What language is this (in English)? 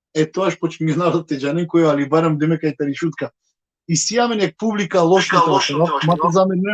Balkan Romani